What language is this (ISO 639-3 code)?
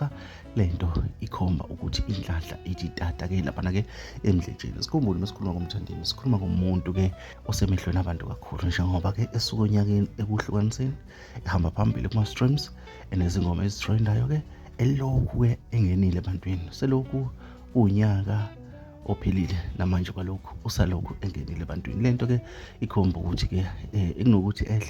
zul